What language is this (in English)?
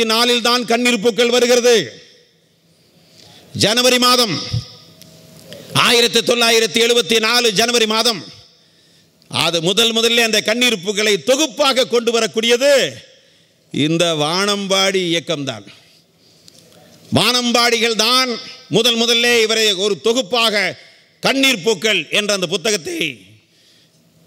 Tamil